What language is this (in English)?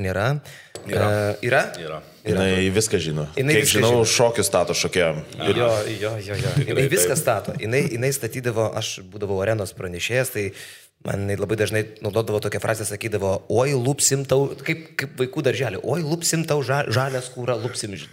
Lithuanian